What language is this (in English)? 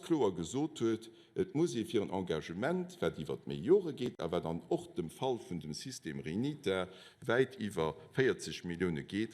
Luxembourgish